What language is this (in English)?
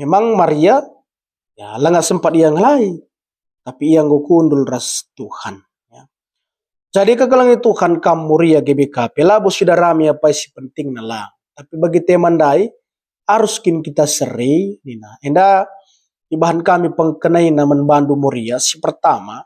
Batak Karo